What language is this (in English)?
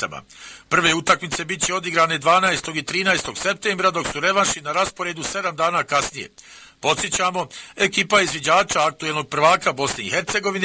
Bosnian